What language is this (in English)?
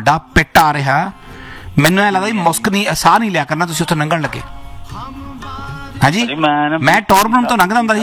Punjabi